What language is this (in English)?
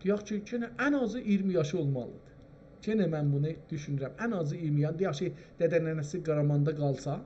South Azerbaijani